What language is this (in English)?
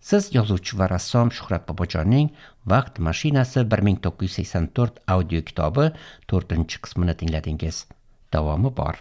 Uzbek